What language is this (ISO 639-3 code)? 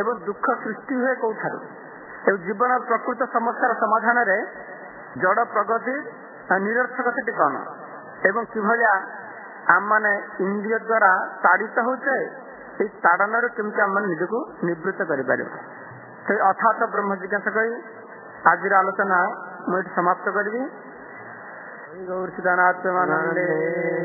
ori